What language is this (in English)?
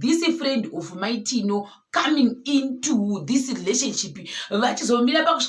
Shona